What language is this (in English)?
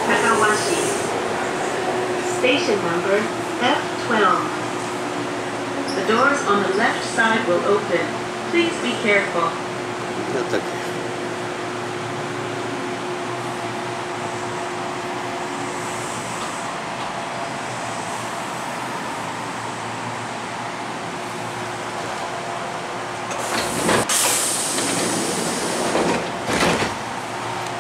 Japanese